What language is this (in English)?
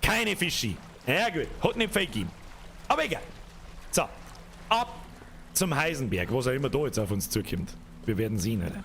Bavarian